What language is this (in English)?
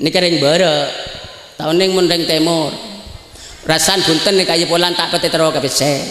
Madurese